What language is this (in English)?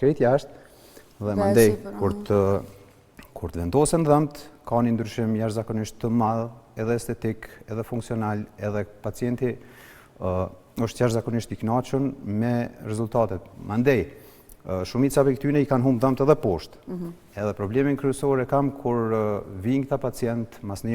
Albanian